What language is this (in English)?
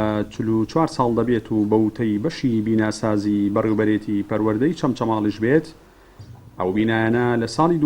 Central Kurdish